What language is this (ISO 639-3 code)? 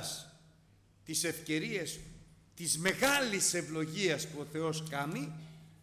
ell